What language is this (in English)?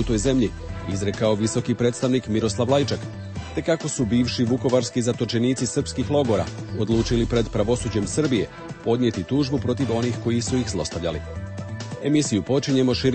Croatian